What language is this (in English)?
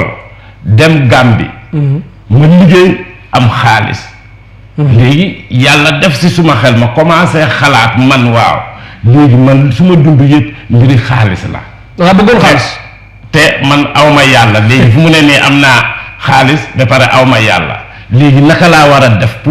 Wolof